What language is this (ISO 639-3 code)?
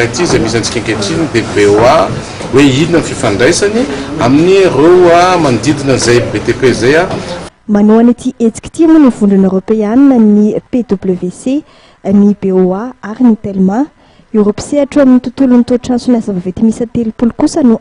mlg